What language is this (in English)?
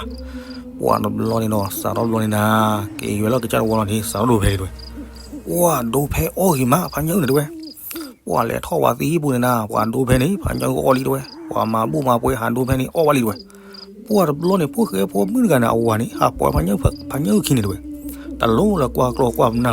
S'gaw Karen